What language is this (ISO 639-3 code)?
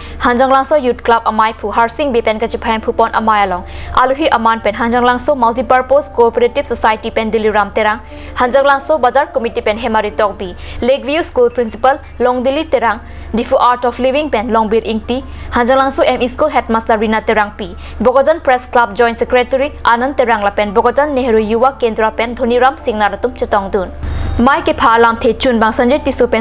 mjw